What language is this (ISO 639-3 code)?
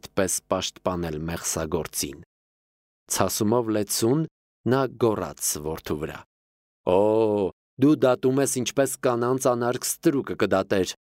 hye